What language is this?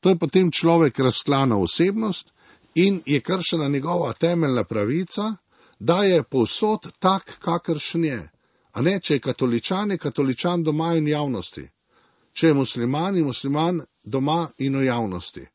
Slovenian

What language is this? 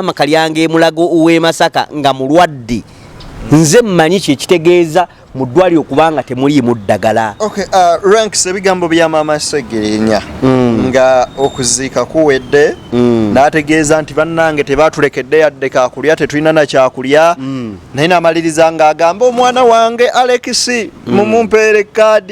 Ganda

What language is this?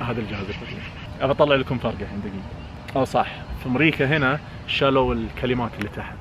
Najdi Arabic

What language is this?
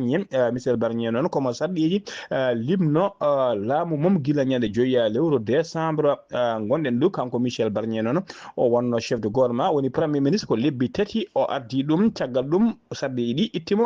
Fula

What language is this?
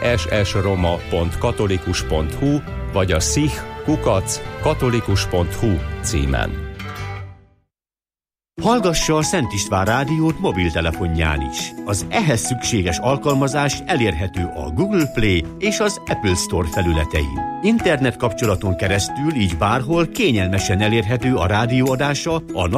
Hungarian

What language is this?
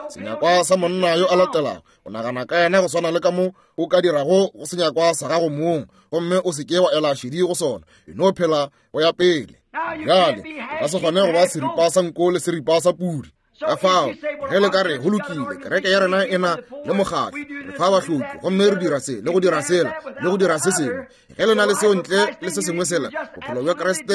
Northern Sotho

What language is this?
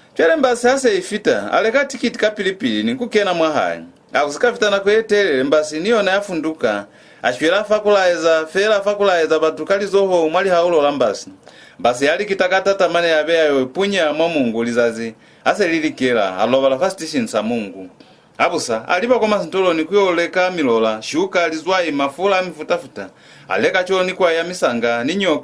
Lozi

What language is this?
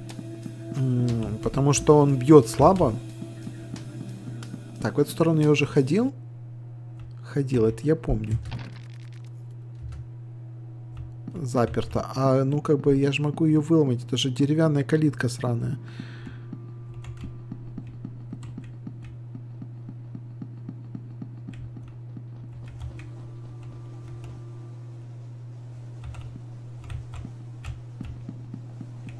Russian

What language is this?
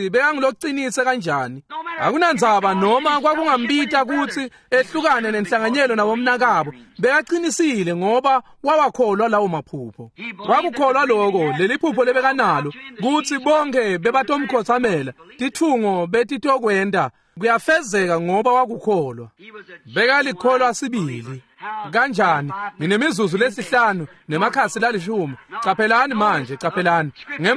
Swati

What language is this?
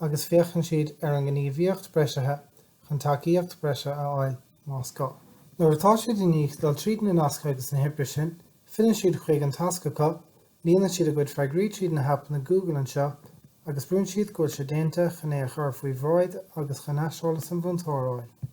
Irish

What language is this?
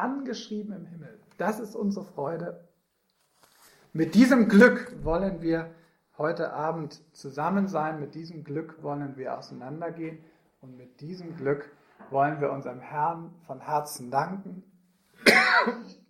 German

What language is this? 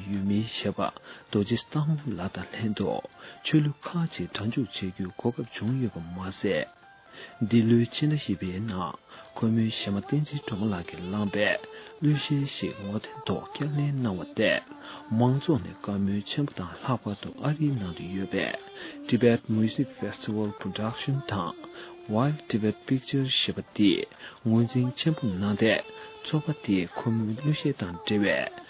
Tibetan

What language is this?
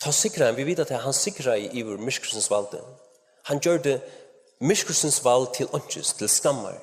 Faroese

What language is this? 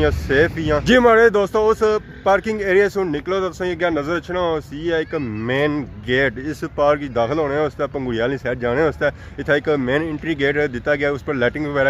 Pahari-Potwari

